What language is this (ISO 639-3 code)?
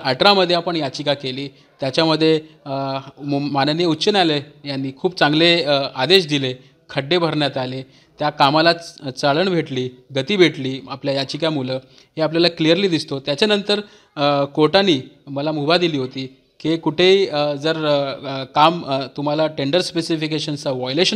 mar